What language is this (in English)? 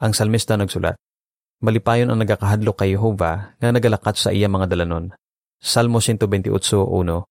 Hiligaynon